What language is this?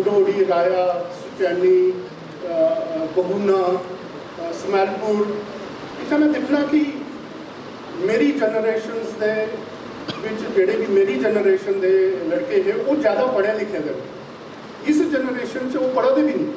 Dogri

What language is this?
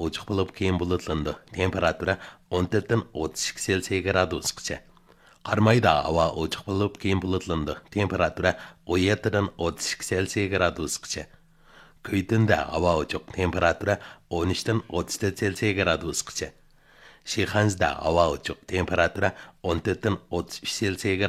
Uyghur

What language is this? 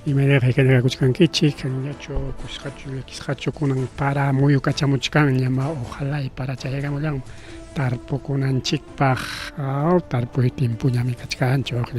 Ayacucho Quechua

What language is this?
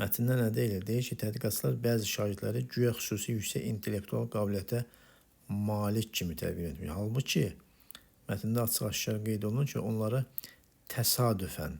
Azerbaijani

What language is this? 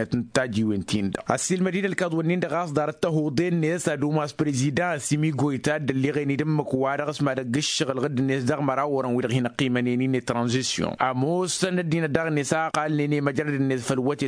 Tamasheq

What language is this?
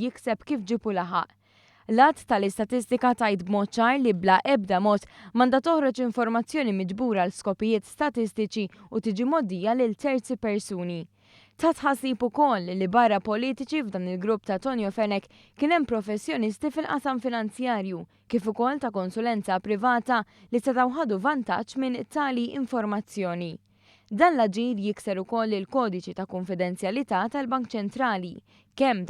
Maltese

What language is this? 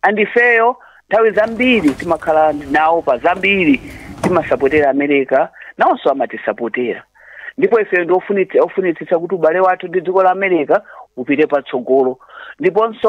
Nyanja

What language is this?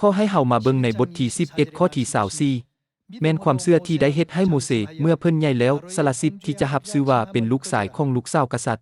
Lao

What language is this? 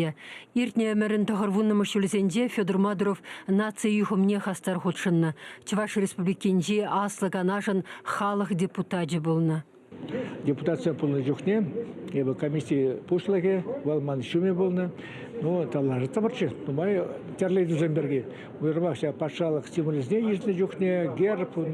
Chuvash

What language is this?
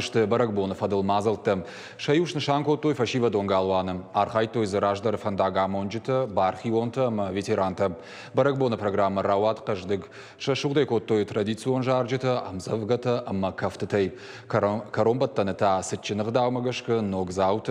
Ossetic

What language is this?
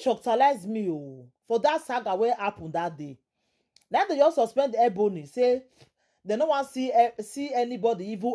Nigerian Pidgin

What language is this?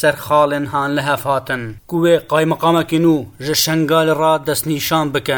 Kurdish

